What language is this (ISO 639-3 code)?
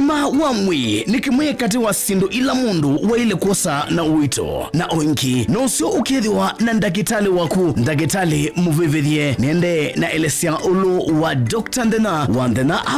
kam